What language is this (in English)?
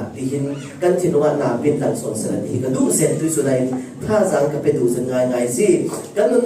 Falam Chin